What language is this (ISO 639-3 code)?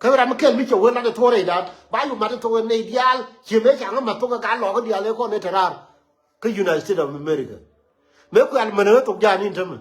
nus